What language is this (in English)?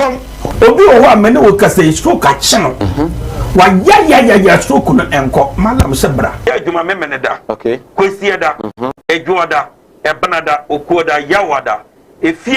Akan